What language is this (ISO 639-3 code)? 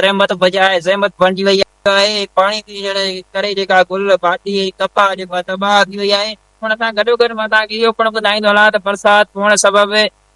snd